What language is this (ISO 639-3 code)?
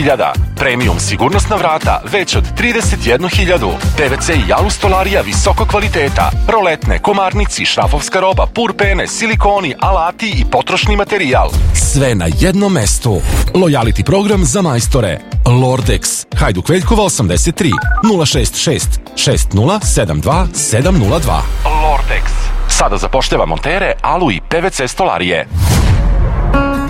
srp